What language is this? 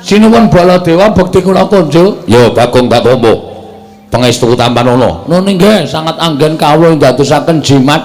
Javanese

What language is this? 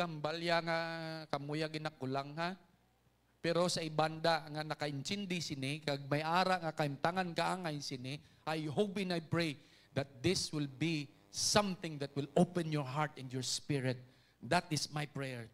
Hiligaynon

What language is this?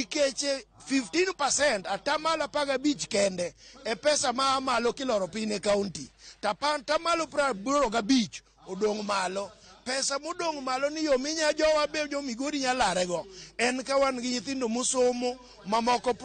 Luo (Kenya and Tanzania)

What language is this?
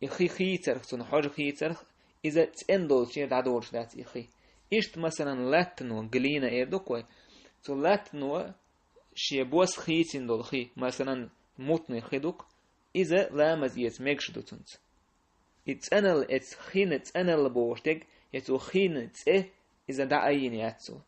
Chechen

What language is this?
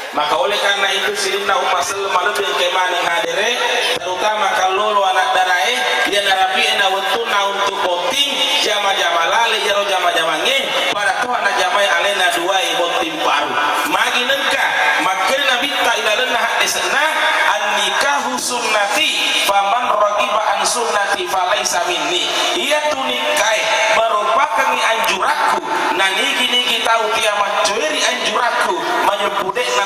Buginese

